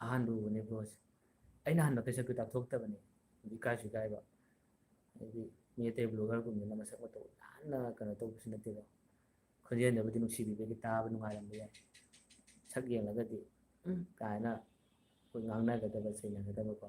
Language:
Manipuri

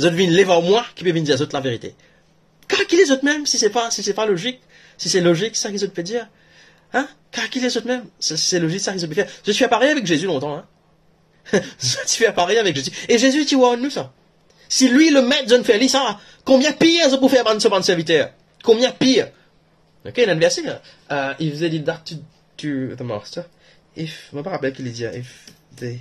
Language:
Morisyen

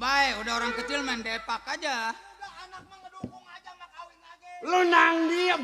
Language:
Betawi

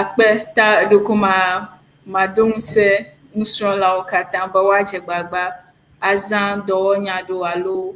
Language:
Ewe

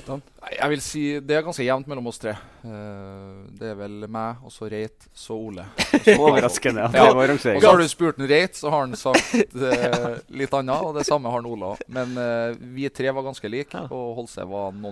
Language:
Norwegian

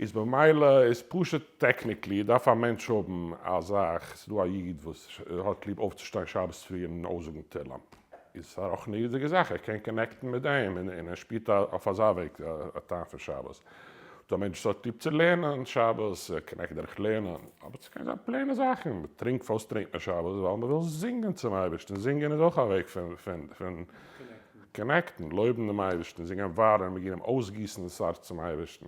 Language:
Yiddish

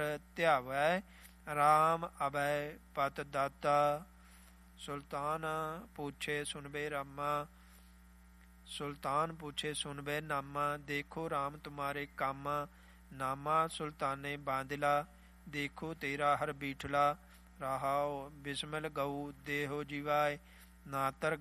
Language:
Punjabi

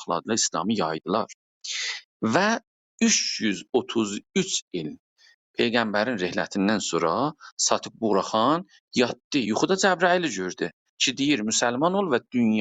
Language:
South Azerbaijani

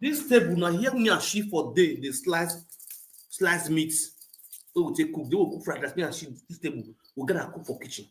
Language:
Nigerian Pidgin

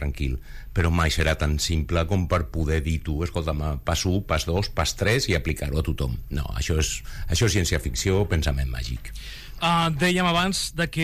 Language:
Catalan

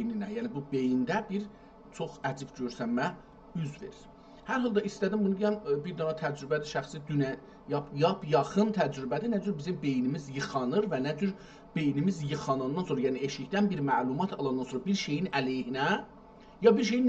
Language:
South Azerbaijani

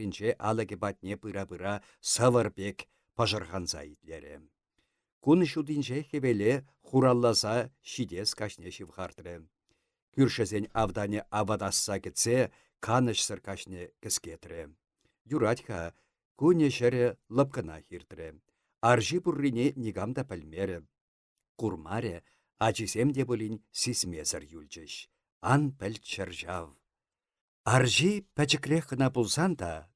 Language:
Chuvash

